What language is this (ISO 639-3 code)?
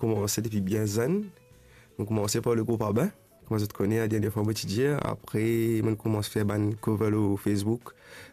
mfe